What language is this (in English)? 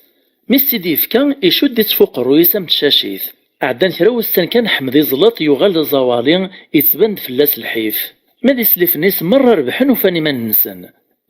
Kabyle